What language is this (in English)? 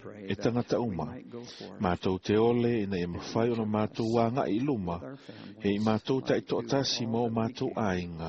Samoan